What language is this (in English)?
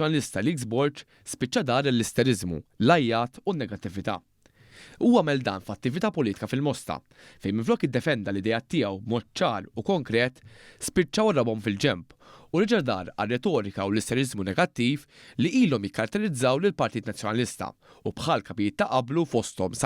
Maltese